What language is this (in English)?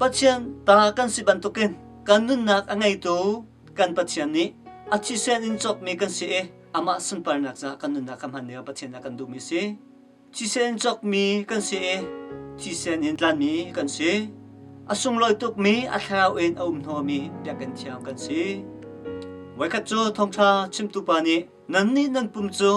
Hakha Chin